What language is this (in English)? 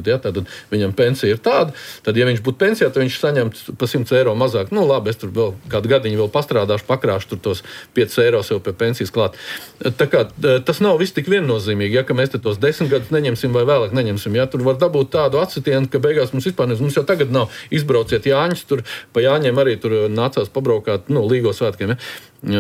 Latvian